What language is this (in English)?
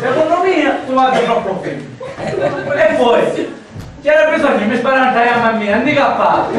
Sicilian